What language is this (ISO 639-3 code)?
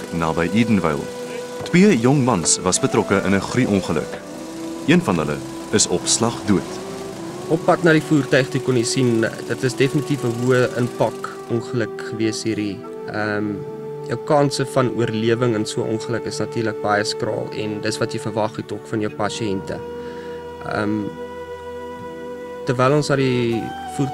afr